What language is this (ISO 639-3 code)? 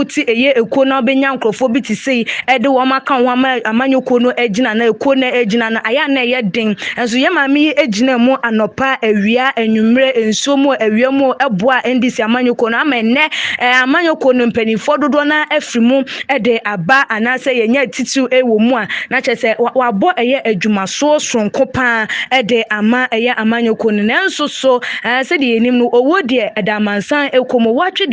aka